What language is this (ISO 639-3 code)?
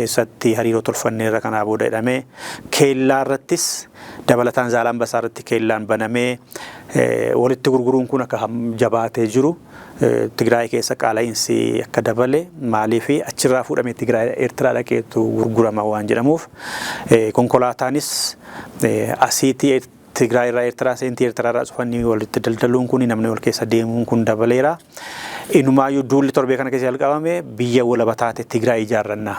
orm